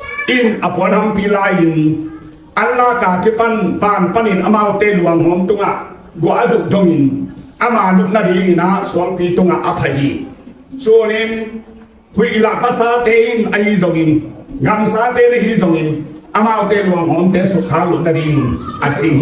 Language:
Tedim Chin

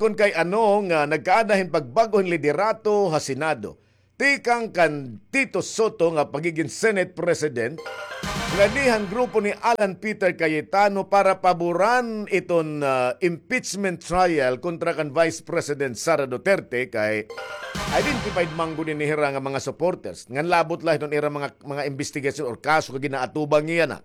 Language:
Waray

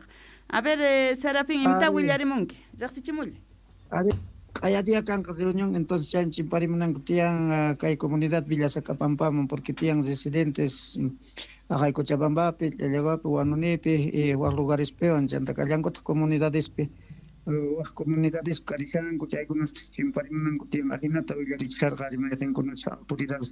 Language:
Quechua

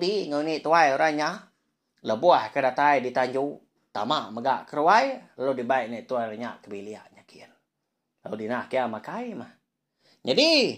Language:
Iban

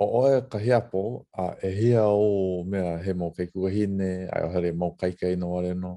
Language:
Hawaiian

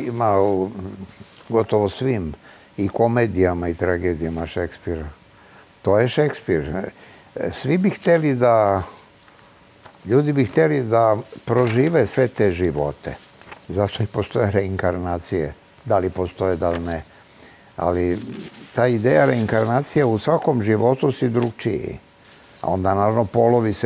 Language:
Serbian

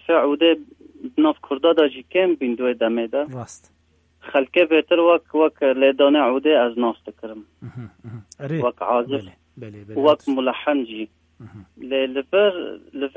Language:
Kurdish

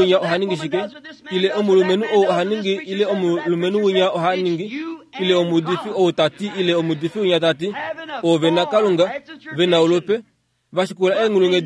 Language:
Kuanyama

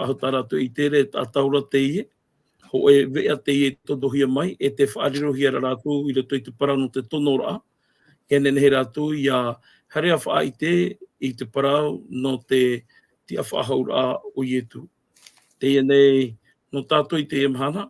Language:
Tahitian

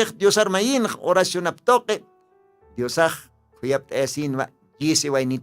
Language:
Aymara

